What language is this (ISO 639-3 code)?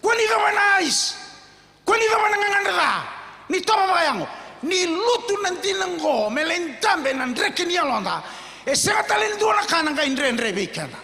fij